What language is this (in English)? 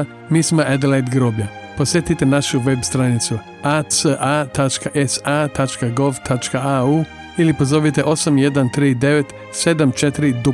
Croatian